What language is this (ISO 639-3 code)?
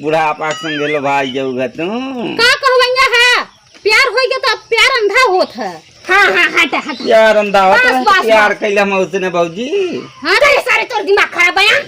awa